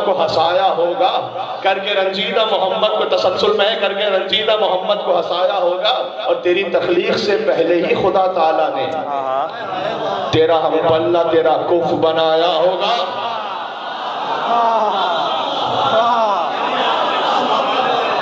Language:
Urdu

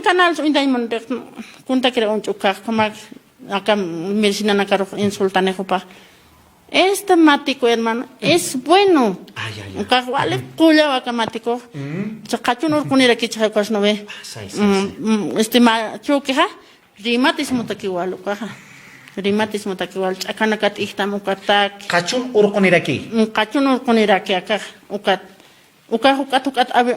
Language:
Aymara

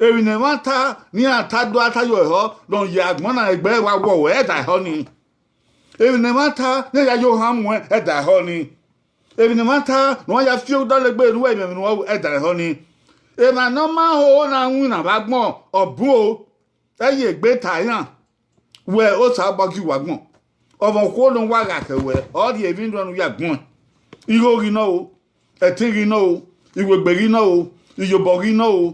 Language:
Bini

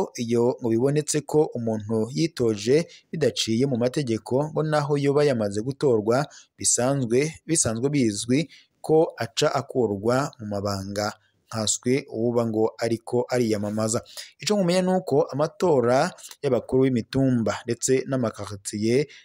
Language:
Rundi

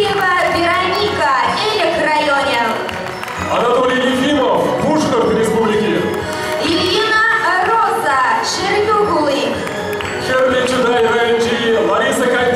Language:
Chuvash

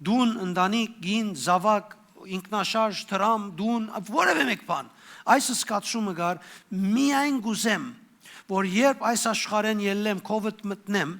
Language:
Western Armenian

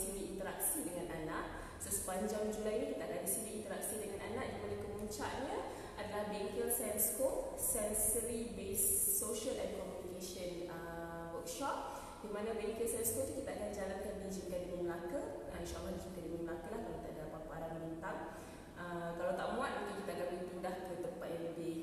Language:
Malay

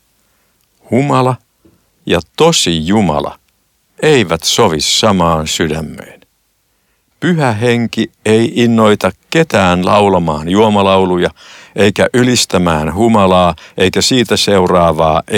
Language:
Finnish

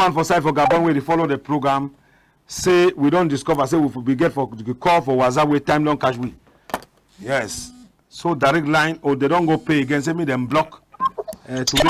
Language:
Cameroon Pidgin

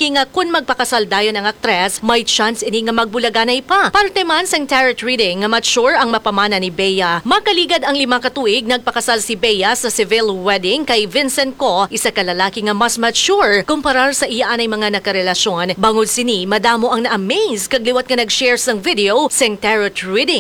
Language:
Hiligaynon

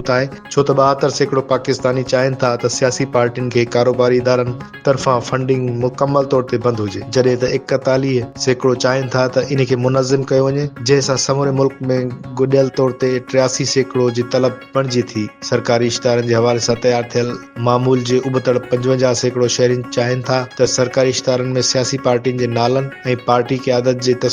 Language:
Sindhi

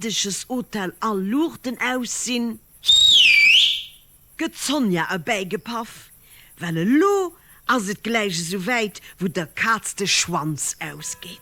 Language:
Luxembourgish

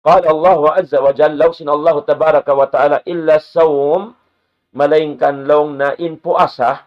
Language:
Tausug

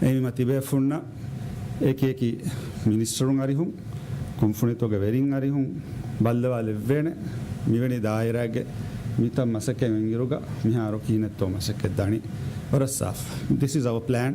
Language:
Divehi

